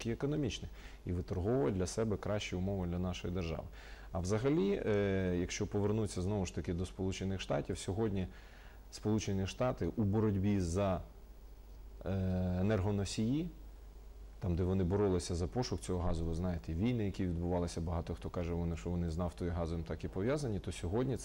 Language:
Ukrainian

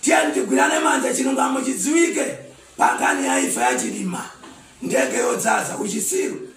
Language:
Nyanja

